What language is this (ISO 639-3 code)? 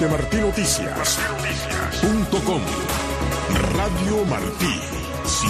spa